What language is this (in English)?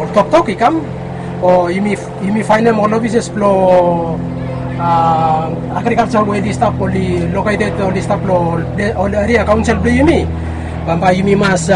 Bislama